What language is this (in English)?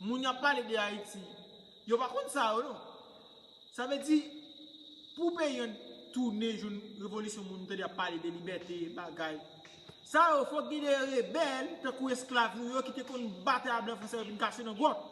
Haitian Creole